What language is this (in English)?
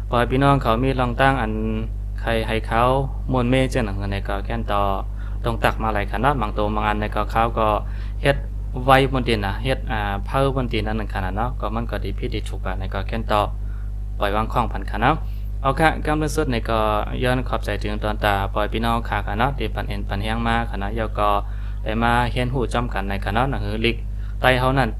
Shan